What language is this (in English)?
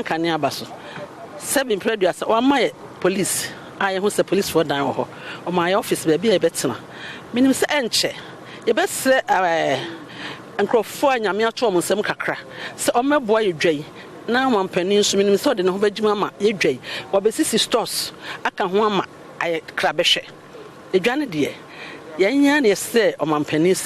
Akan